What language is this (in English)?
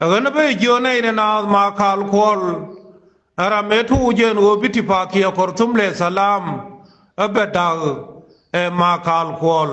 Nuer